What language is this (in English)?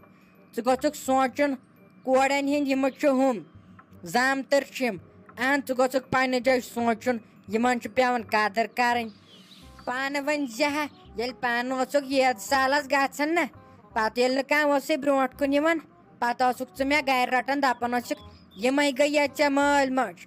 Kashmiri